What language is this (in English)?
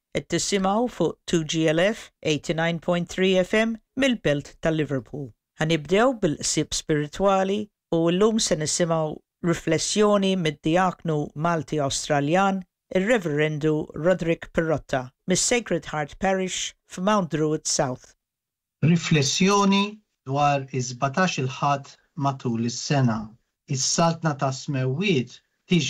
Maltese